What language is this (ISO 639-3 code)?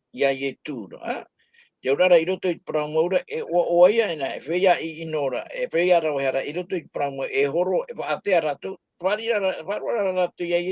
tah